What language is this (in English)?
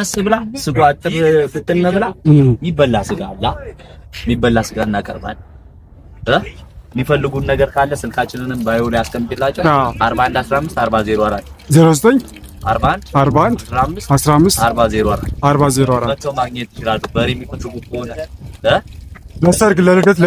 Amharic